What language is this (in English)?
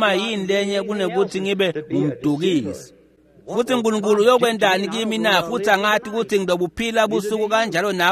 Swati